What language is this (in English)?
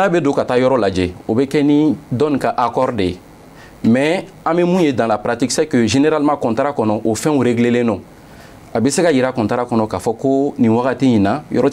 Bambara